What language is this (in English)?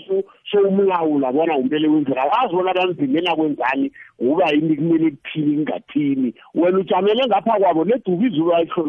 South Ndebele